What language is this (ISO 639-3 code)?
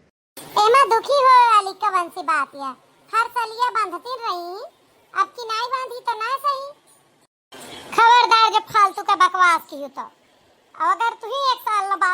awa